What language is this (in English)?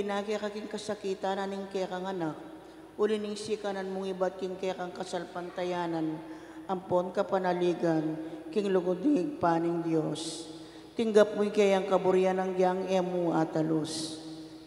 Pampanga